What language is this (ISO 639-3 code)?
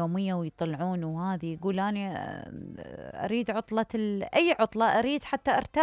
acm